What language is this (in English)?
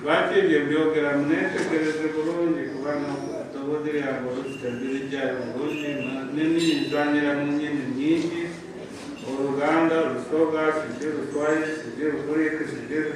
Soga